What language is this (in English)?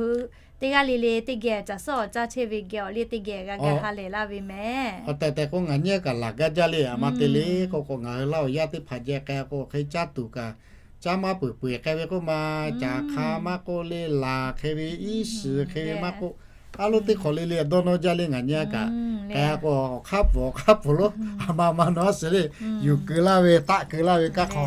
Lahu